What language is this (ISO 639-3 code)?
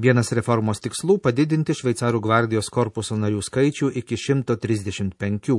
lit